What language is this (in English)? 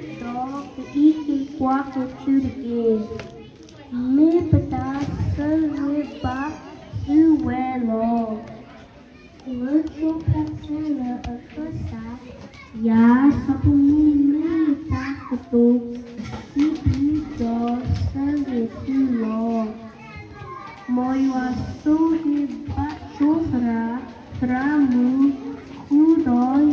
S'gaw Karen